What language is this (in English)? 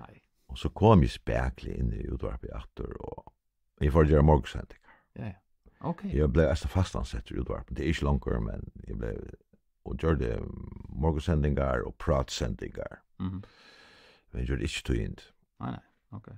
Faroese